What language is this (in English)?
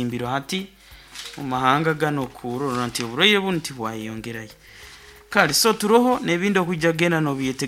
Nyoro